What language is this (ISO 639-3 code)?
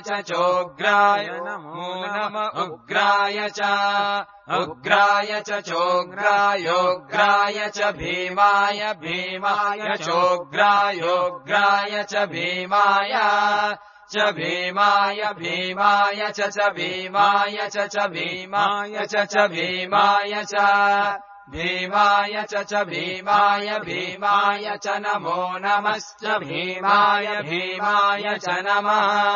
san